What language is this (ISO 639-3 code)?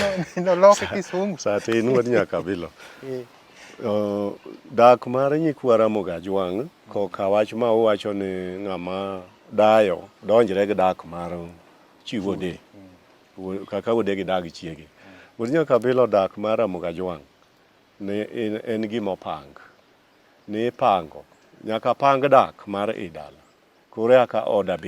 luo